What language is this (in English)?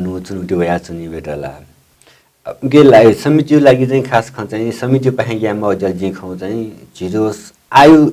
Newari